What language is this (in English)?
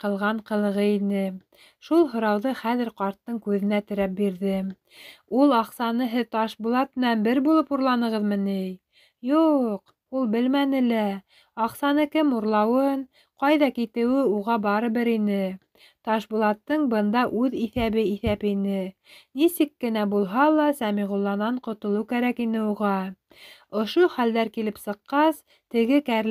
Bashkir